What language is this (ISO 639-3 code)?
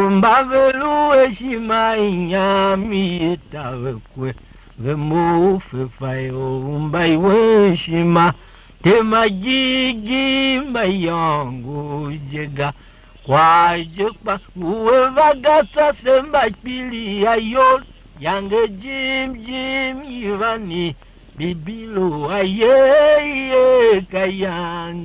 tiv